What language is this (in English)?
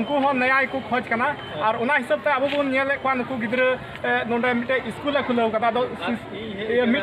Santali